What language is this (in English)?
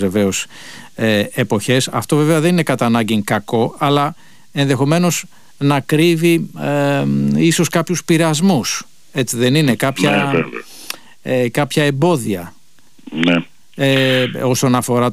Greek